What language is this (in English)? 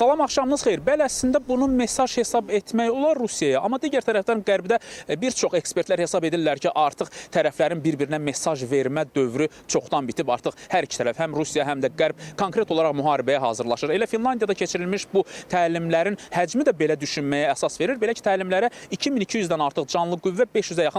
Azerbaijani